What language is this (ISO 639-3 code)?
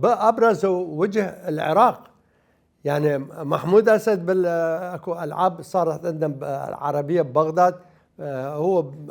acm